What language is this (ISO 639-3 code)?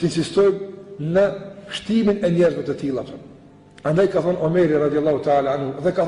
sqi